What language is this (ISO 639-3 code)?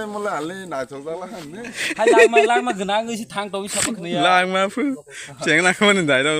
trp